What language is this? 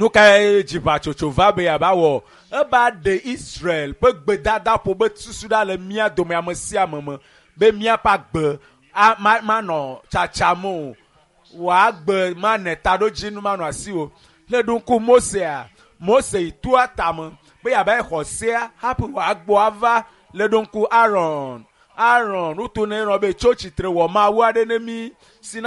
Ewe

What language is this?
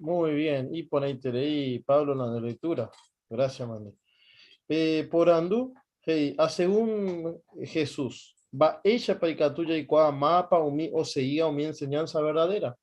Guarani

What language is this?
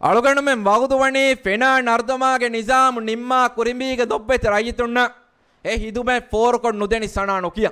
Divehi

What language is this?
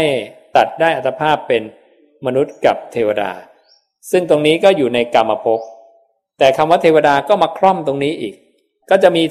Thai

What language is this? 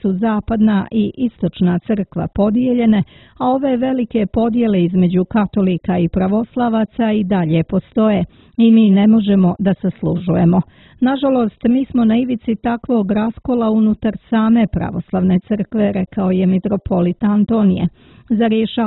Serbian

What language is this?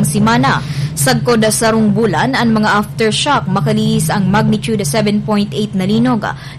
Bikol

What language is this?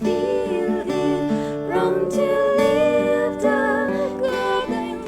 Iloko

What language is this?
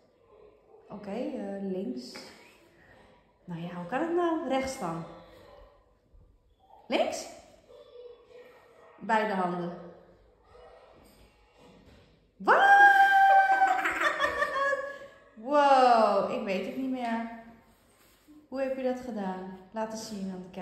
Dutch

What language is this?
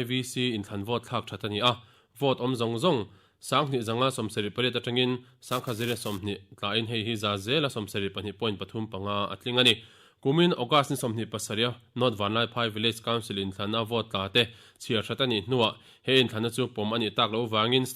Mizo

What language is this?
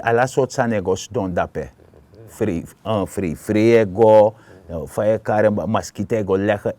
Sranan Tongo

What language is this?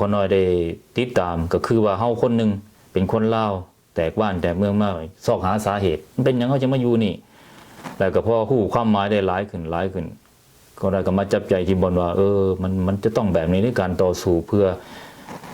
Lao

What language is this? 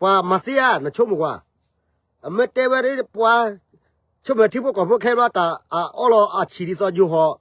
S'gaw Karen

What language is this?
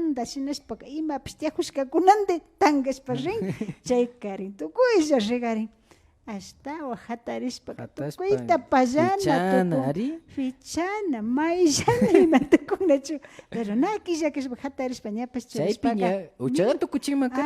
Imbabura Highland Quichua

